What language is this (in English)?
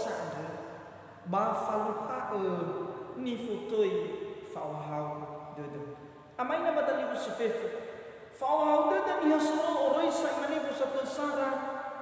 Nias